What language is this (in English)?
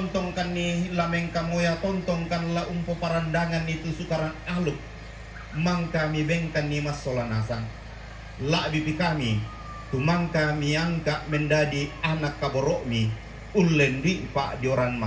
Toraja-Sa'dan